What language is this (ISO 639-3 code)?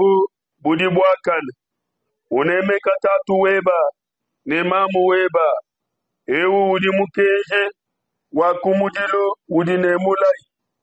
lua